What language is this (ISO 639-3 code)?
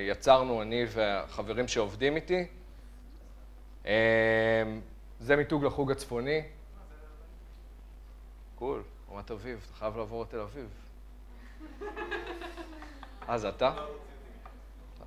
heb